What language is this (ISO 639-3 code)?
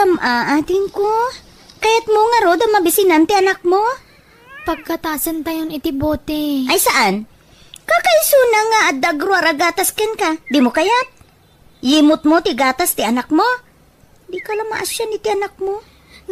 ilo